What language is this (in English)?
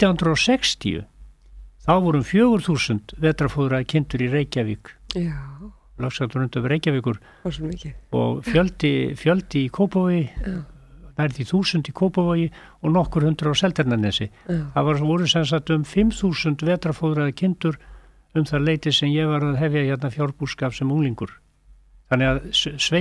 Icelandic